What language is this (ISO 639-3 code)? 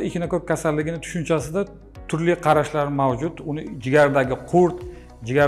uzb